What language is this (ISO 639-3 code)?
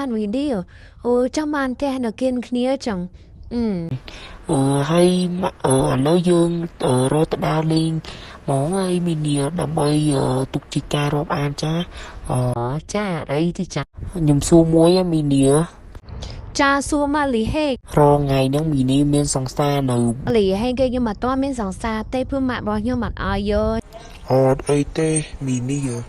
khm